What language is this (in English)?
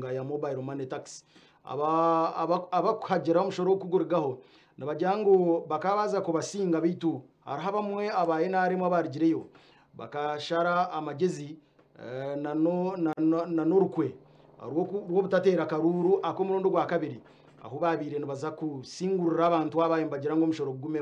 Nyankole